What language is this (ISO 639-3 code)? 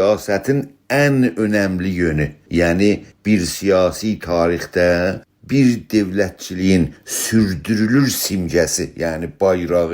azb